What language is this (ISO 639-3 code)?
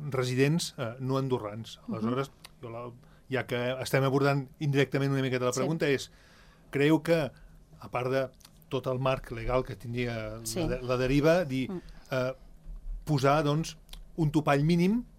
cat